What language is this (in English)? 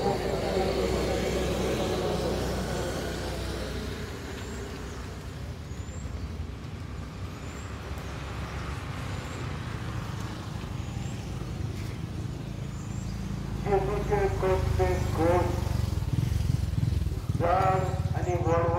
Konkani